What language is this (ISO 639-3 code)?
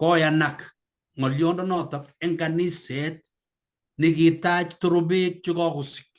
kln